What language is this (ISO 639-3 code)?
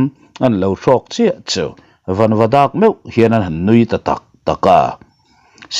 lus